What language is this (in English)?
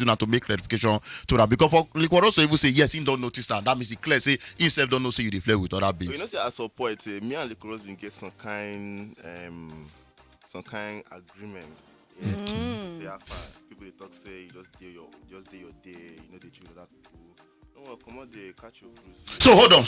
Nigerian Pidgin